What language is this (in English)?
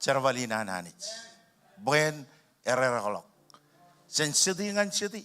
Marshallese